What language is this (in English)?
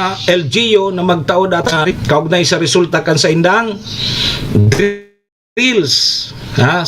Bikol